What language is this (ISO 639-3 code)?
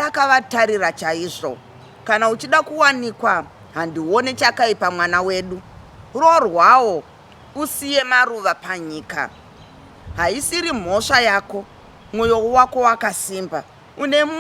sna